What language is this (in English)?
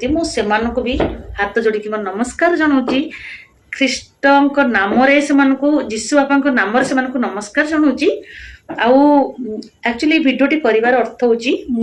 Odia